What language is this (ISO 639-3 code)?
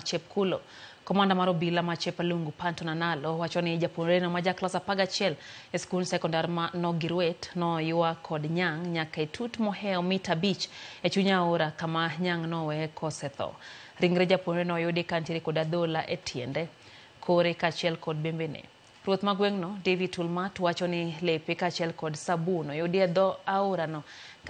luo